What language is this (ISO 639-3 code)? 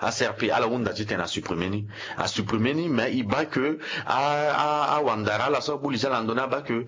sag